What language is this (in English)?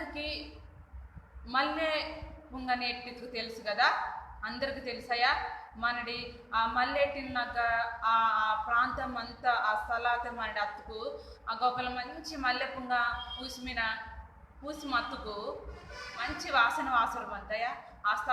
Koya